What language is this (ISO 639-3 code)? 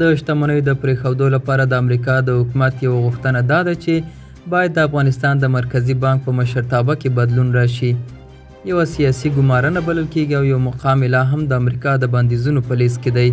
pus